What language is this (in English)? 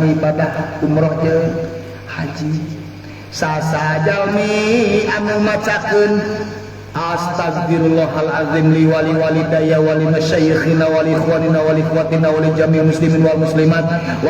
Sundanese